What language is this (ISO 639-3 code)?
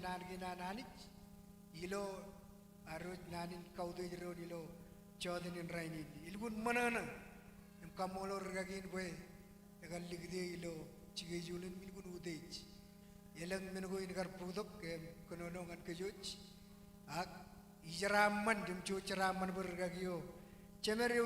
mah